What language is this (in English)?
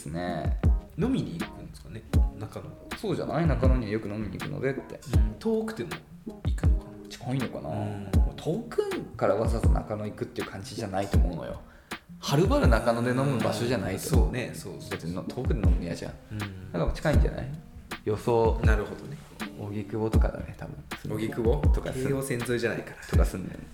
Japanese